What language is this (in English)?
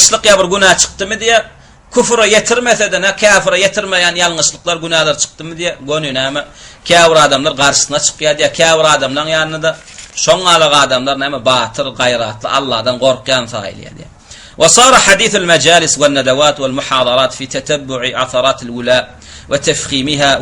Turkmen